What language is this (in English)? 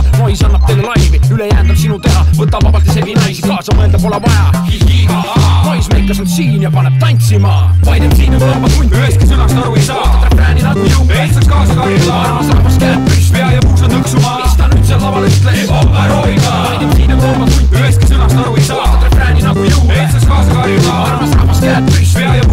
Estonian